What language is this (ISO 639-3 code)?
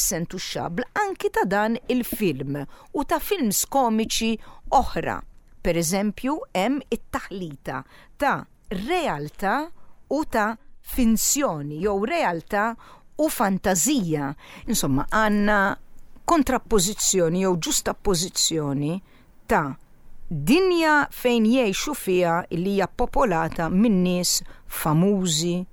mlt